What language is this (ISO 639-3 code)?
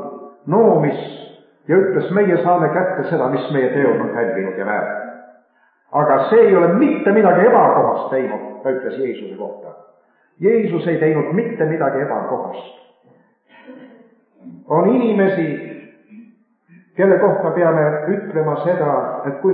est